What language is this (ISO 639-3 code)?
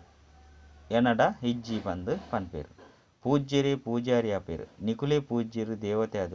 tcy